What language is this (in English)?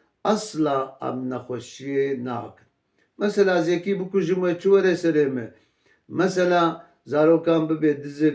Kurdish